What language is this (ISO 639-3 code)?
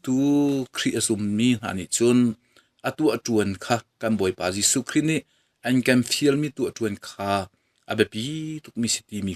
cnh